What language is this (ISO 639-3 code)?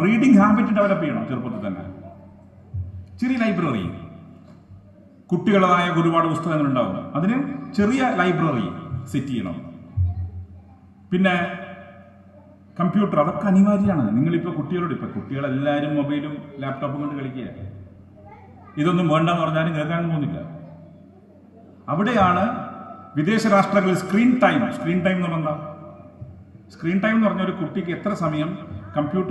mal